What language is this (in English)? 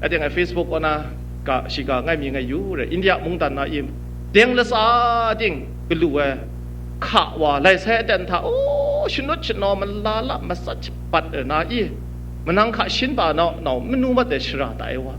Kachin